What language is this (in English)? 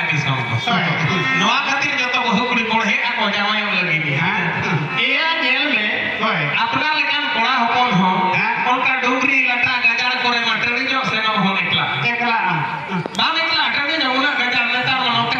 Santali